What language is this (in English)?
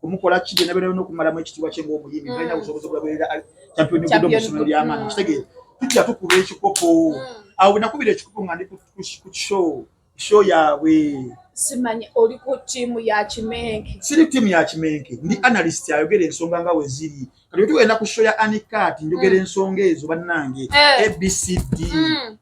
Ganda